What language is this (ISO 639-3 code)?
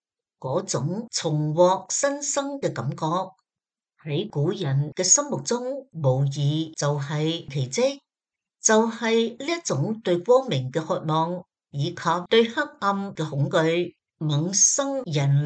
yue